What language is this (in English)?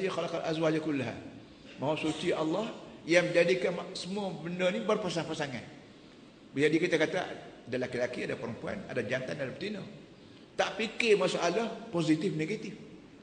Malay